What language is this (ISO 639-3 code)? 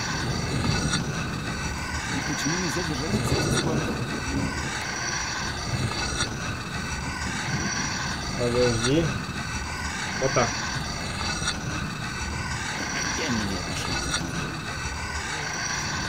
rus